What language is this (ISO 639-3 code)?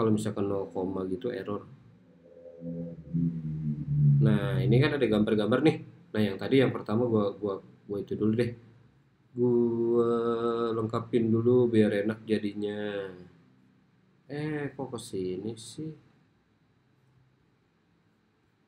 ind